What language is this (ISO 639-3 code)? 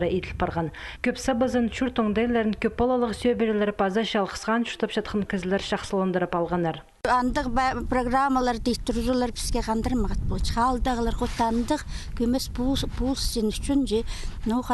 kjh